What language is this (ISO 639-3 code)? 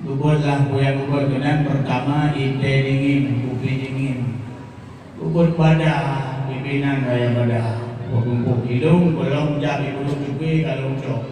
ace